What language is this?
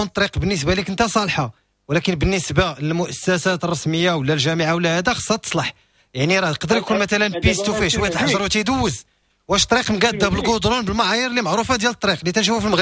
Moroccan Arabic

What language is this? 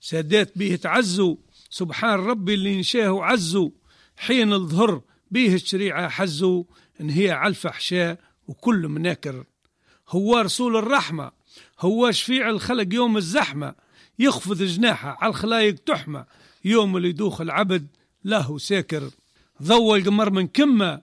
Tunisian Arabic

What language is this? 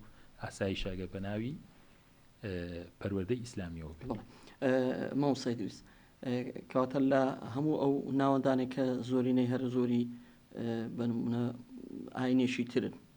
Central Kurdish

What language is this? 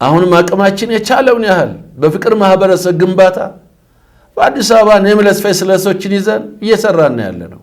Amharic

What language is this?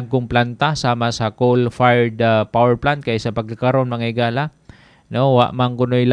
Cebuano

